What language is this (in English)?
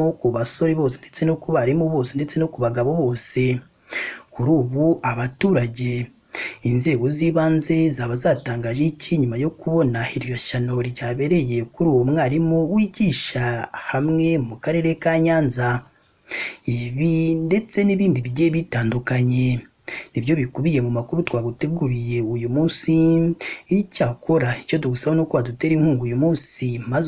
Kinyarwanda